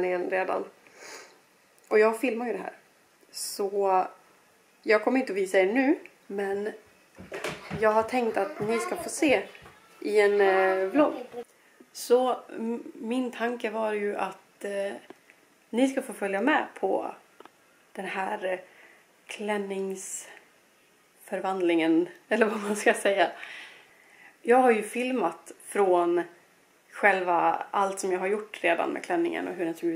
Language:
Swedish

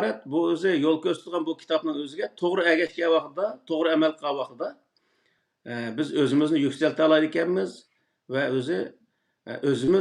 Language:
Uyghur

